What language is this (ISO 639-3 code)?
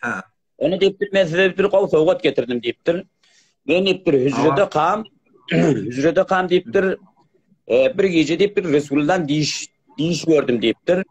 tuk